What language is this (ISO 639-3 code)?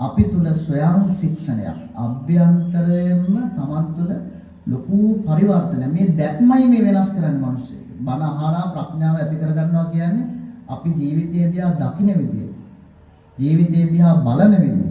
sin